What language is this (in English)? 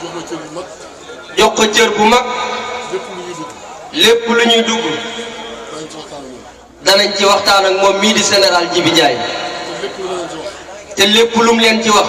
Wolof